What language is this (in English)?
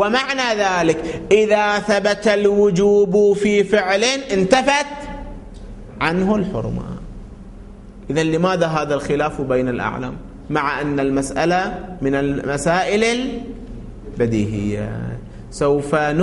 Arabic